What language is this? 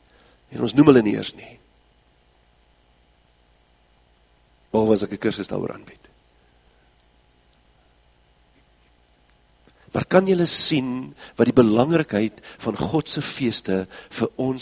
Afrikaans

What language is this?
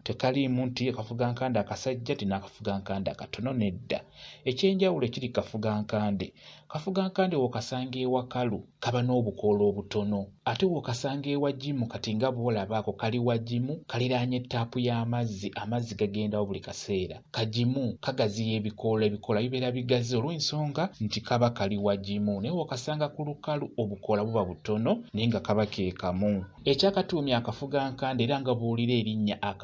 Ganda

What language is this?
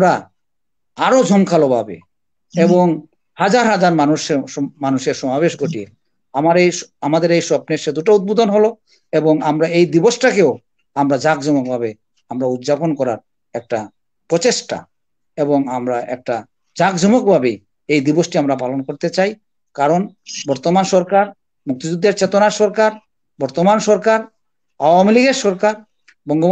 Bangla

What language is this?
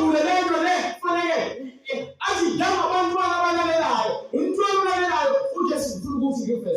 Zulu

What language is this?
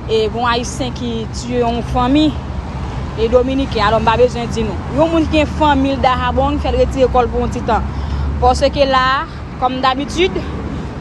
Haitian Creole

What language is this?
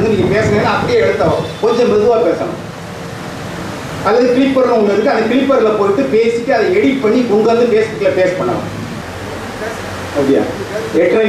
Tamil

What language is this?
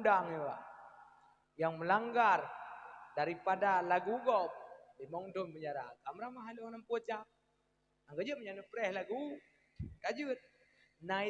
Achinese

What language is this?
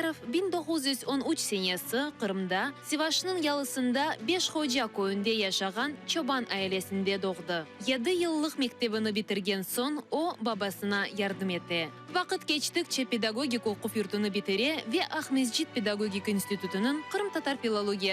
Crimean Tatar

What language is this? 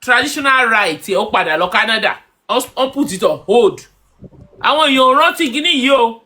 Yoruba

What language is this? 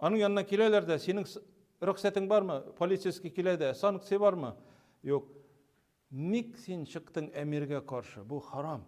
Tatar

